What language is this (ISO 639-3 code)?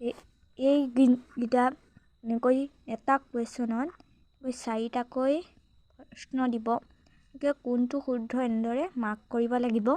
asm